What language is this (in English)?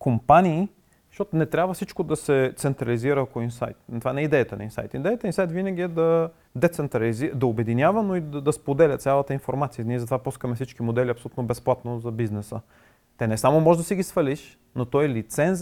Bulgarian